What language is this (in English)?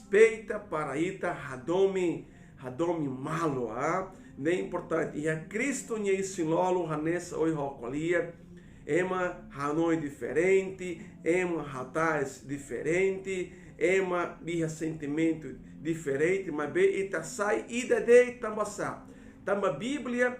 Tetum